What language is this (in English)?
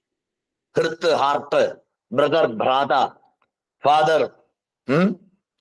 Sanskrit